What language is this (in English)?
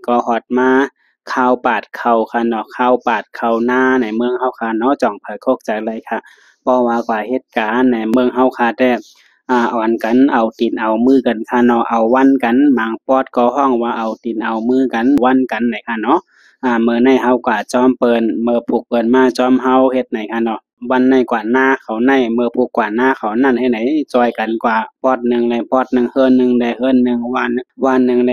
Shan